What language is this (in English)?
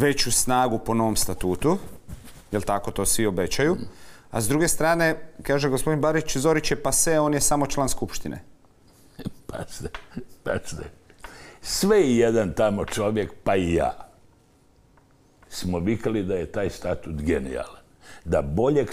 Croatian